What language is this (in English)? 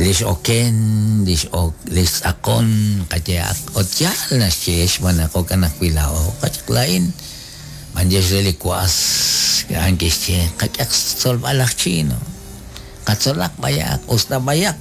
Kekchí